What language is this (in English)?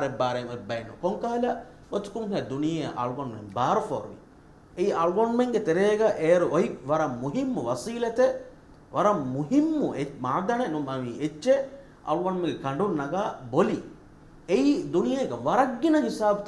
Divehi